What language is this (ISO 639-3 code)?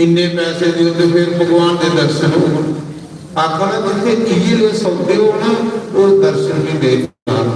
doi